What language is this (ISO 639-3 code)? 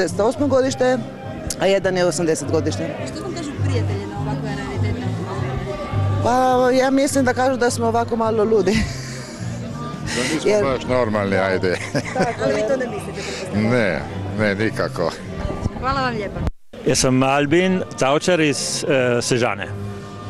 hrv